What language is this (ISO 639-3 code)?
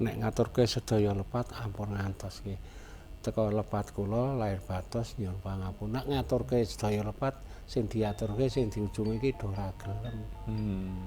jav